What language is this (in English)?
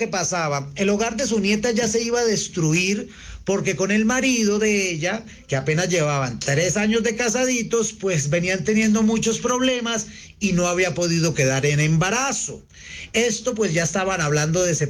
Spanish